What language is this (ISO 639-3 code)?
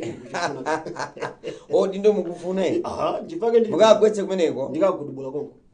nya